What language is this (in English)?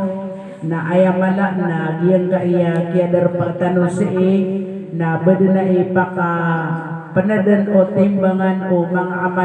Maranao